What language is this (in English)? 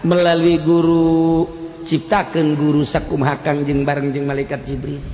Sundanese